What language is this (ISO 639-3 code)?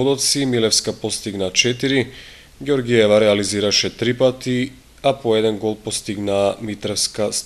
mkd